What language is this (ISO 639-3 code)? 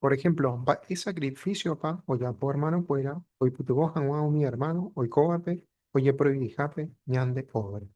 grn